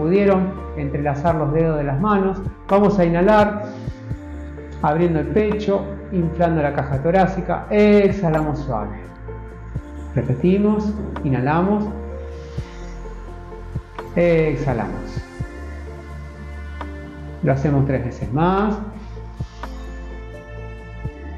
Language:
Spanish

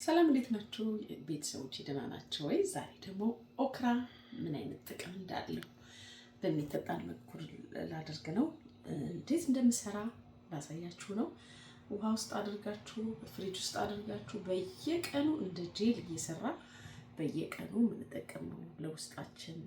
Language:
Amharic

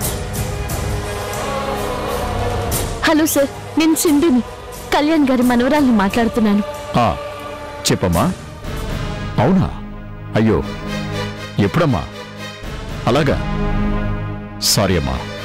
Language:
Telugu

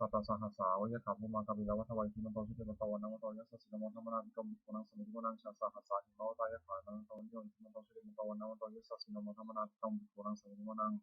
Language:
Pali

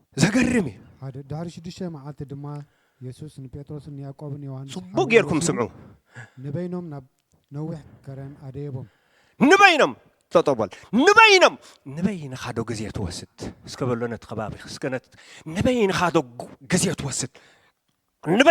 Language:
Tigrinya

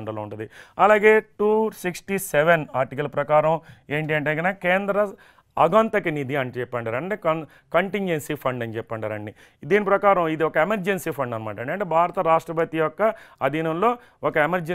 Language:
Telugu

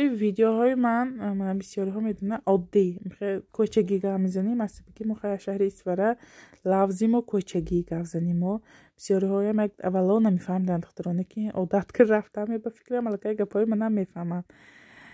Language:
Tajik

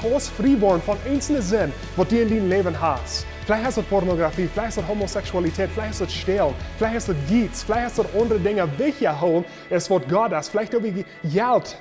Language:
Plautdietsch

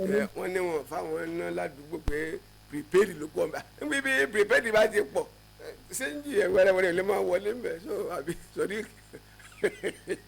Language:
Yoruba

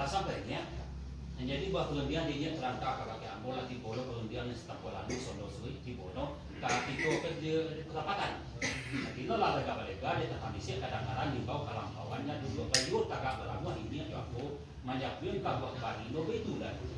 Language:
Minangkabau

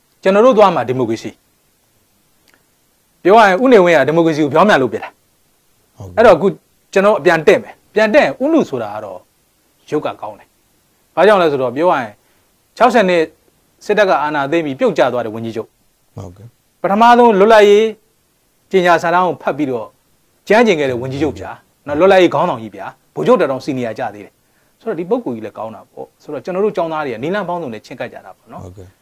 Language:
Burmese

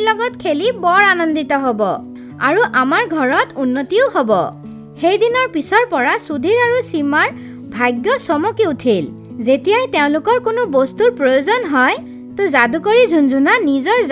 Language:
Assamese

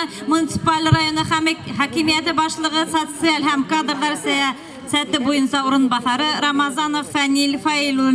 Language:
Bashkir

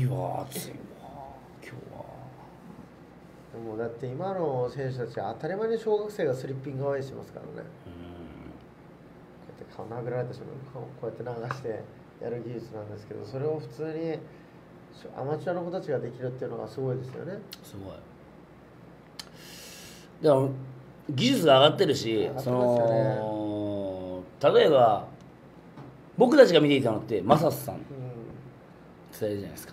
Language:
Japanese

